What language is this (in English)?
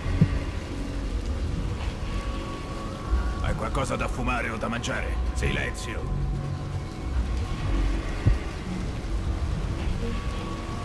Italian